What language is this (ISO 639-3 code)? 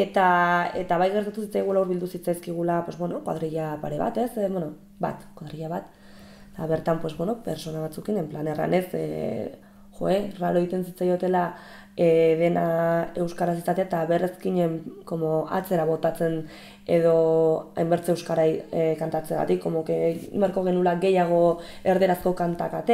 eus